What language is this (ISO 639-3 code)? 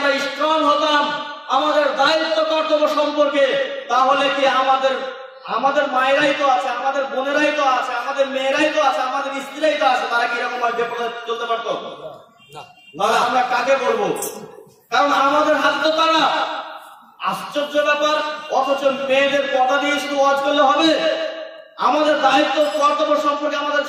ben